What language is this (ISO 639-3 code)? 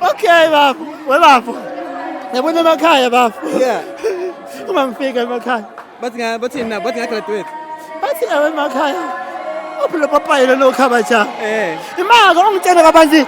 zul